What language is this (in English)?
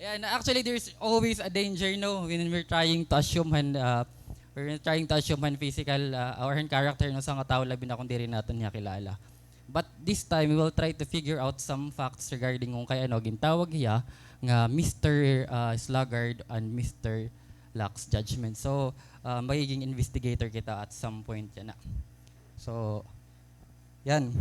Waray